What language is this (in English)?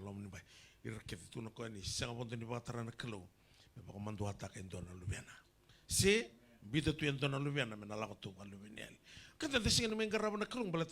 Fijian